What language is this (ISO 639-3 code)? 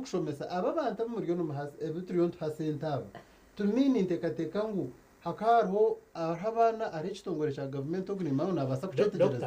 nyn